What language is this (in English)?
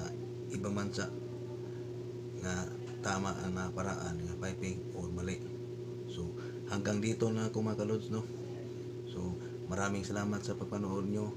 Filipino